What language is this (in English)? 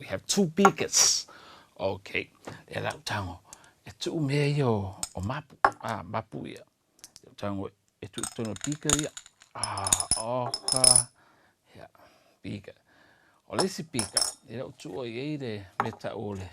Samoan